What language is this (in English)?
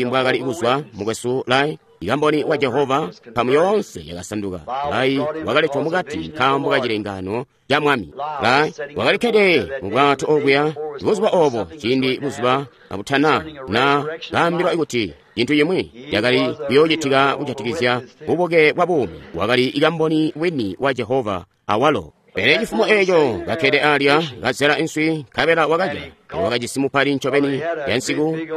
Tonga (Zambia)